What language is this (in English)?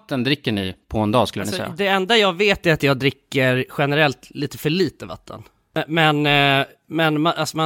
Swedish